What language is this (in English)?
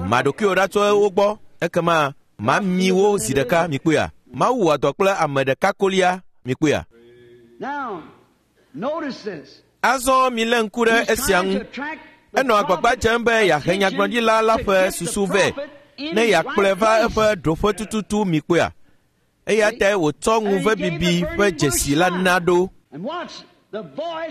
Ewe